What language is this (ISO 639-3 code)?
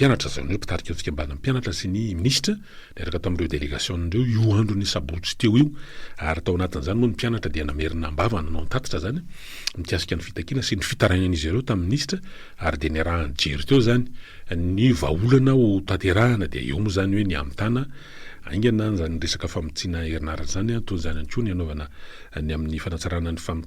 mlg